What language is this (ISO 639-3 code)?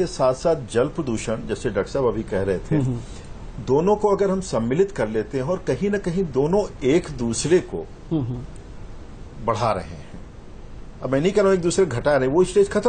hin